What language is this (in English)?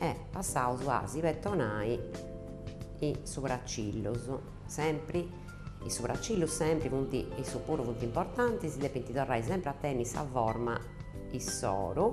Sardinian